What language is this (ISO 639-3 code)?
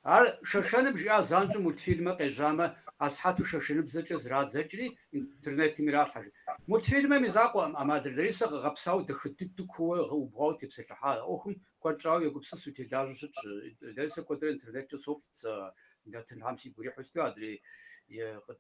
kbd